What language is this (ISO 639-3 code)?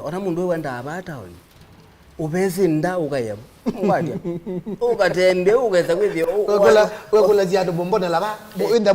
kam